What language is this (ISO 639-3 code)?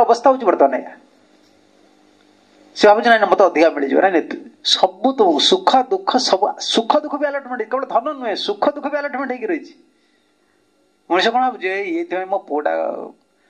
ori